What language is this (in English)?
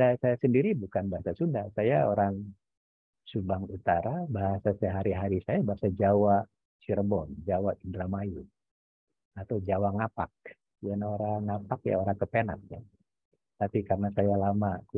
Indonesian